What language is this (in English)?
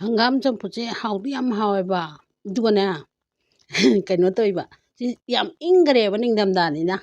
Manipuri